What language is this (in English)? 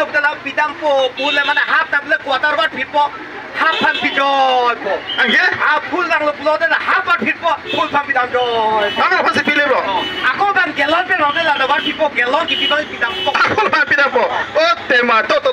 Karbi